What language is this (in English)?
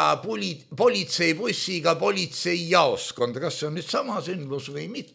Estonian